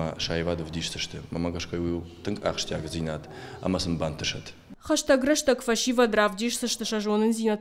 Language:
Ossetic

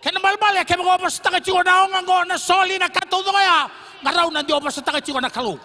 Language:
Fijian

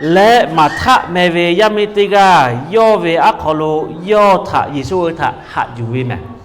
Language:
Lahu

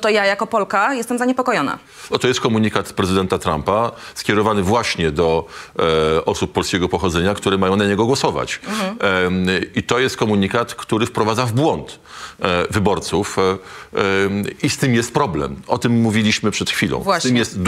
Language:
Polish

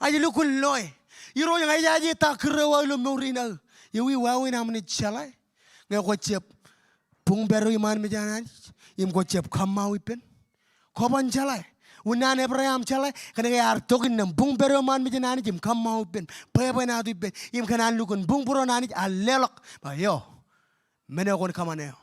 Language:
Marshallese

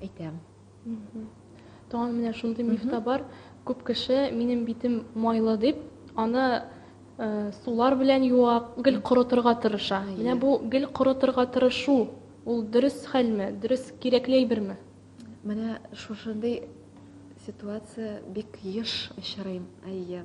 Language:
Tatar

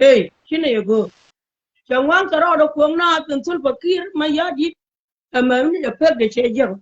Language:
Nuer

